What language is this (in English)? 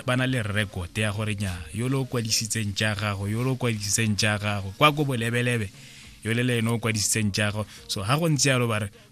Tswana